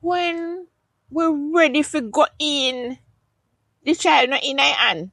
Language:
Jamaican Creole English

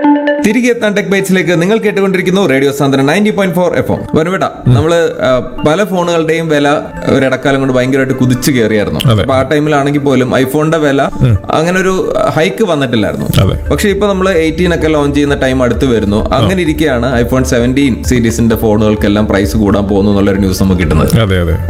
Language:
Malayalam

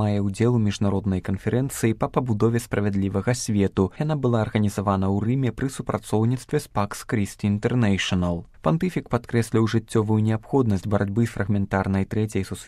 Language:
Belarusian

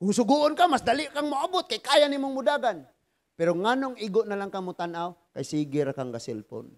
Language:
Cebuano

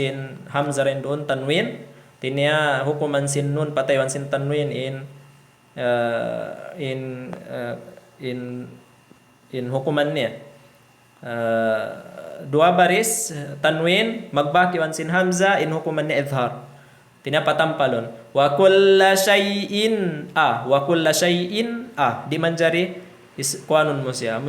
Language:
Tausug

